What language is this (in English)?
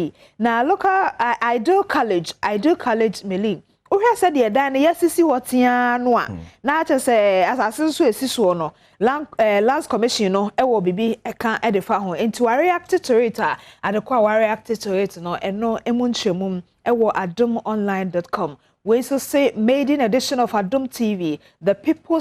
Akan